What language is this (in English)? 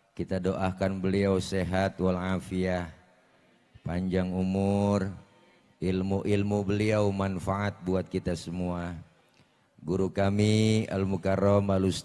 Betawi